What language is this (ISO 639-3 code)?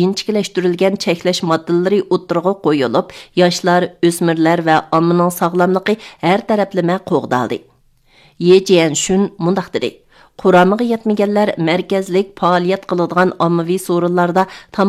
uig